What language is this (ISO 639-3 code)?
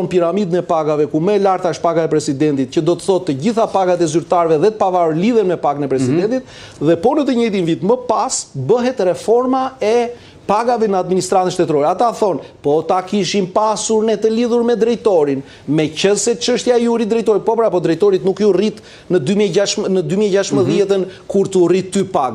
sqi